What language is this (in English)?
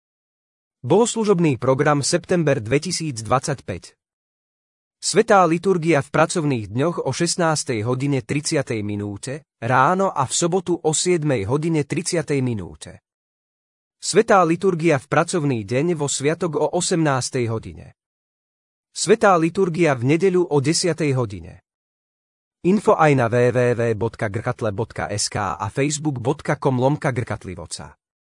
Slovak